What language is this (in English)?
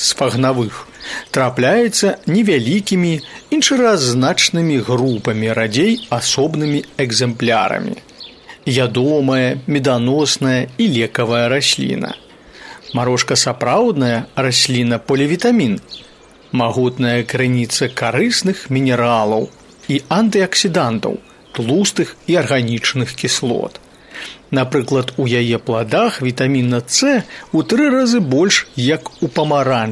Belarusian